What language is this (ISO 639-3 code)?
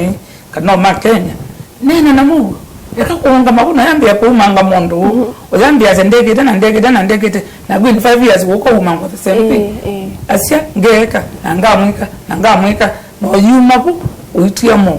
kam